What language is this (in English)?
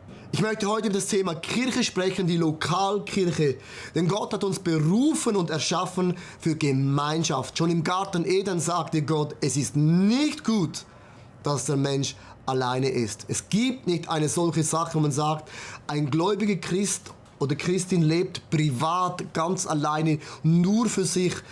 Swiss German